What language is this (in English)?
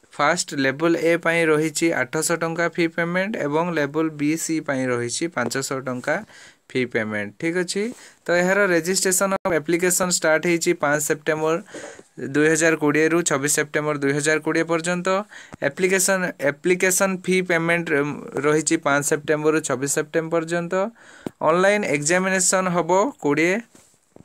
Odia